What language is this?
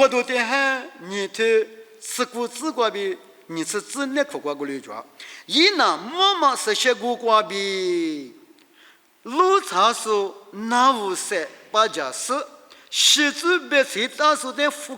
Lisu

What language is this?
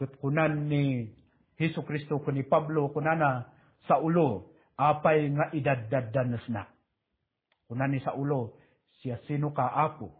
Iloko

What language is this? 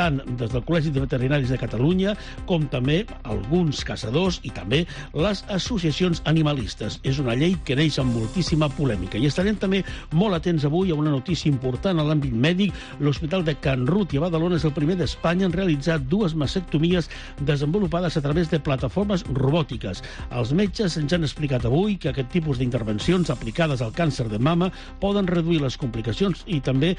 Catalan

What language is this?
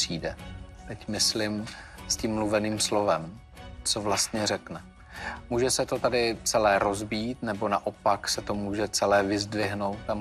Czech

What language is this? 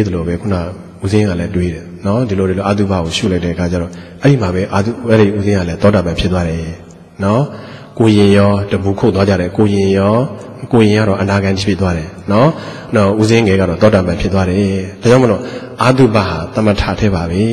Burmese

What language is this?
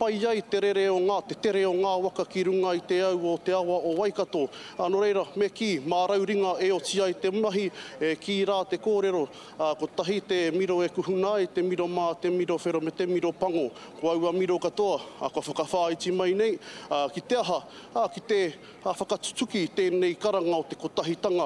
Māori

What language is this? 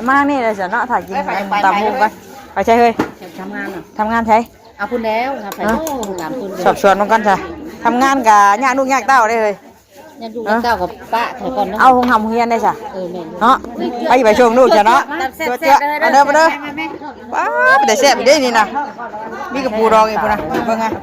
Northeastern Thai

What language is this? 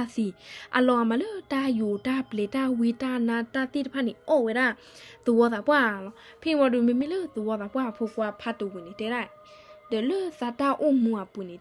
S'gaw Karen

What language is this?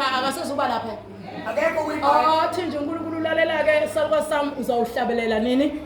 Zulu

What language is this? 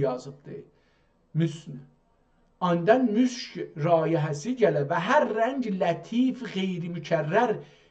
South Azerbaijani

